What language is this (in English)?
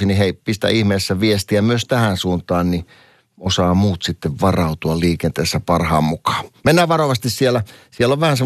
Finnish